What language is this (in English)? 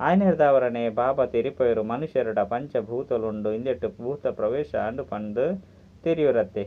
Tulu